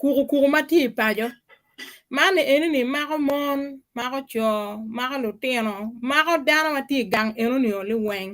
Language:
Acoli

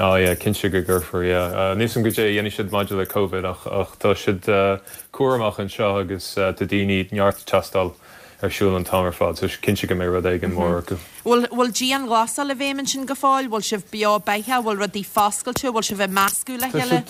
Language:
Irish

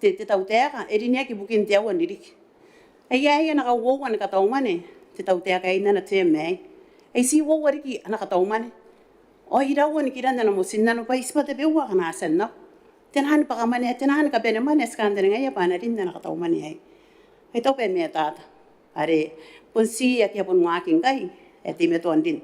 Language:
Gilbertese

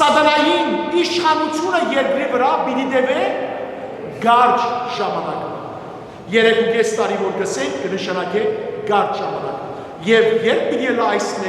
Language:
Western Armenian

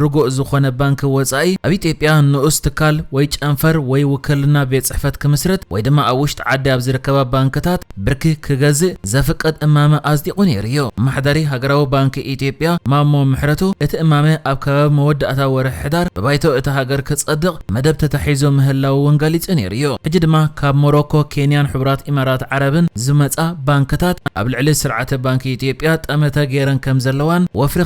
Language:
Tigrinya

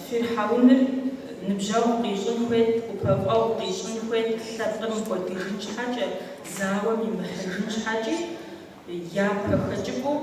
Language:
Kabardian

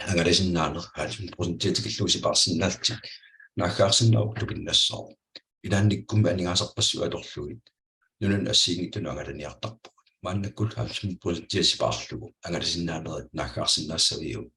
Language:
Kalaallisut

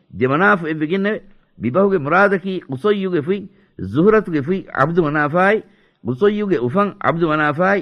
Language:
Divehi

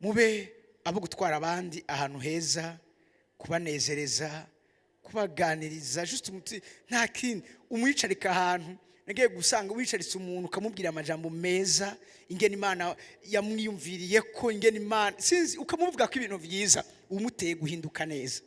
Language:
Rundi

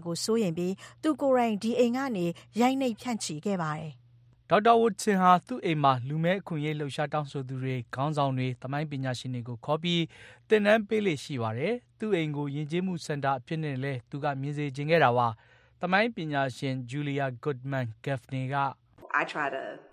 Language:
Burmese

